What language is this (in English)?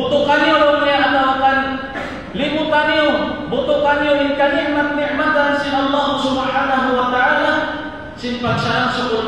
Tausug